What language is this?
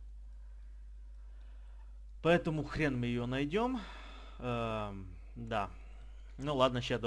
Russian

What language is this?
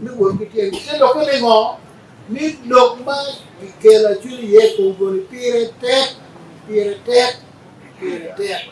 Acoli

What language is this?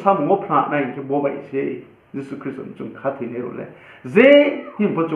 Riang (India)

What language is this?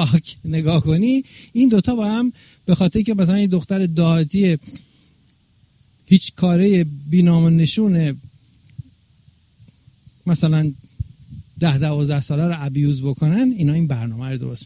Persian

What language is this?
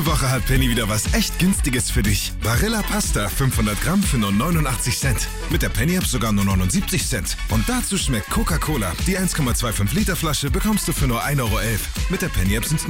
German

